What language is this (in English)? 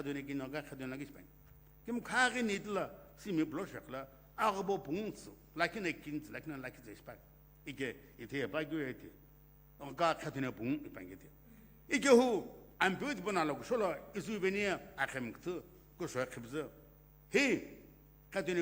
Sumi Naga